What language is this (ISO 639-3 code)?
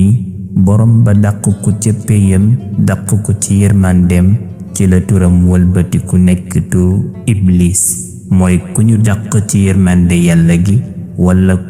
wol